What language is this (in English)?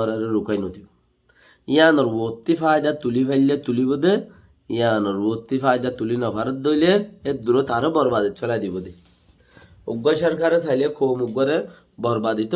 Rohingya